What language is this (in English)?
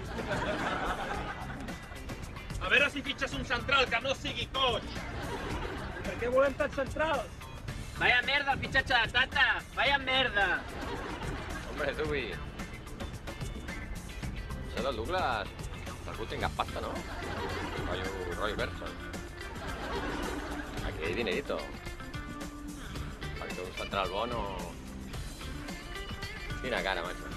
Catalan